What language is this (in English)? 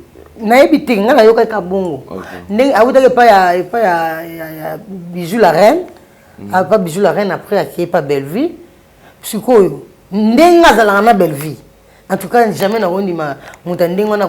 Lingala